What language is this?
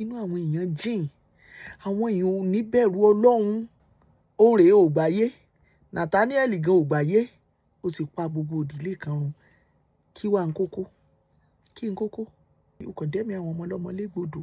Yoruba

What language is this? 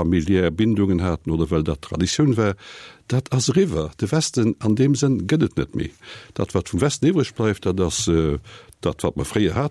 Luxembourgish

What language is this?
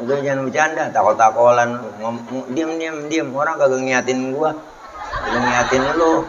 Betawi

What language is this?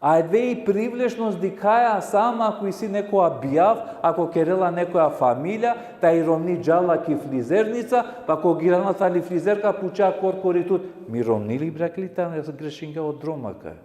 Balkan Romani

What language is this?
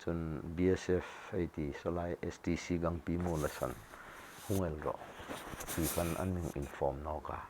Hmar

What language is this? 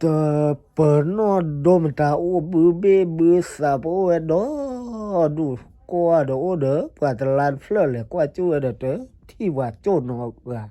S'gaw Karen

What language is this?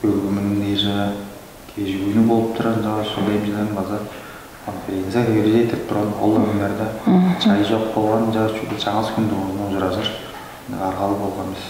Tuvinian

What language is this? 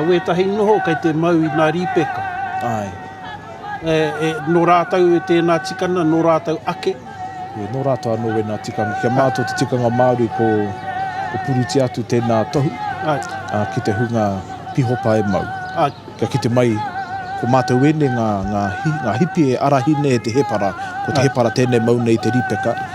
Māori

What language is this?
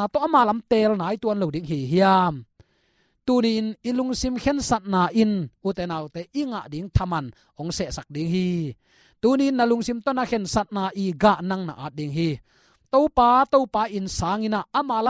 Tedim Chin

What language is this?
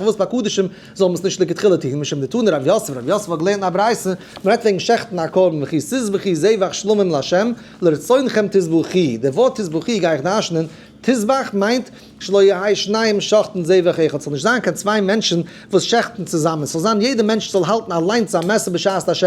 Yiddish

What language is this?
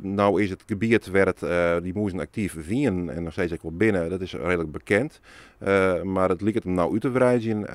Western Frisian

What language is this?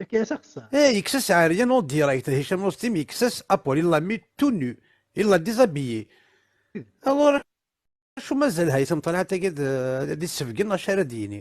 Kabyle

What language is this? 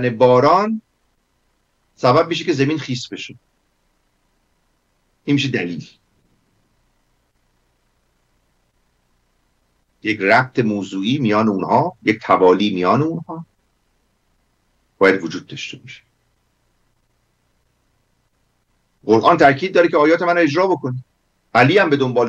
Persian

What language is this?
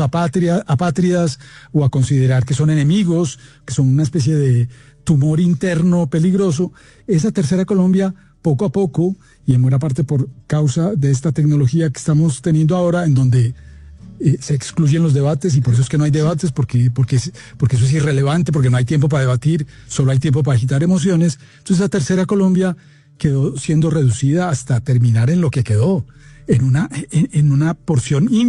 Spanish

